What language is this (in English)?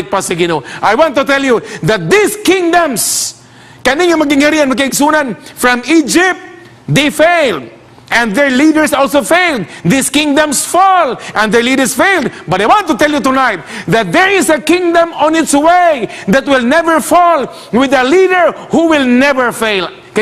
Cebuano